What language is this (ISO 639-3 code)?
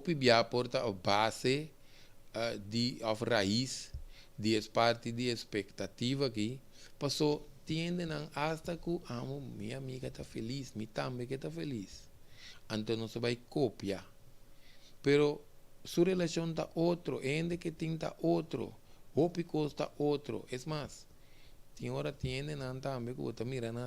pap